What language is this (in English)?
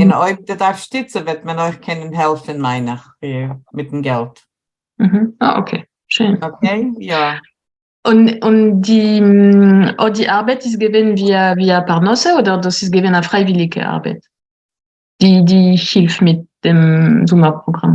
Yiddish